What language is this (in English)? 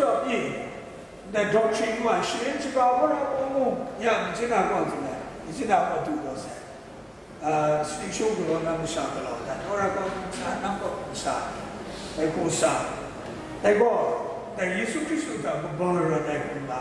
Kachin